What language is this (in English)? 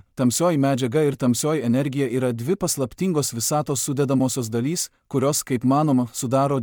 Lithuanian